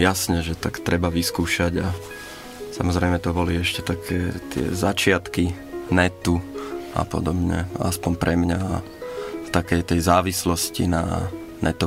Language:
Slovak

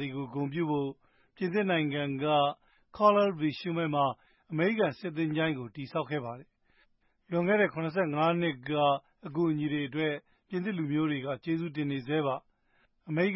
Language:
Burmese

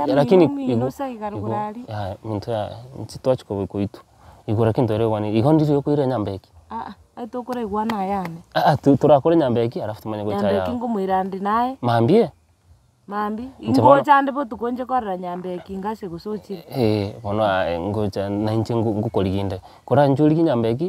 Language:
Gusii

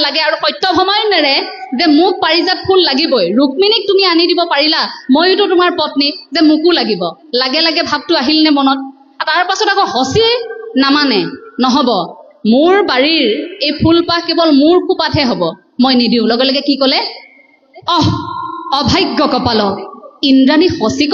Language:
Assamese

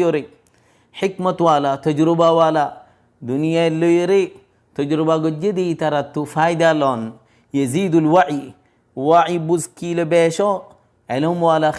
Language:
Rohingya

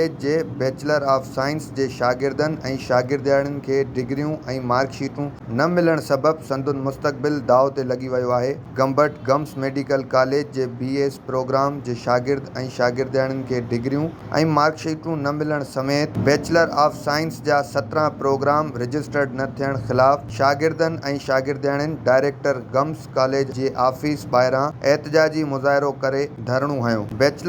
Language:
Sindhi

